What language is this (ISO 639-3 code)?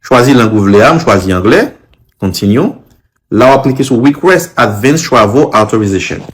hat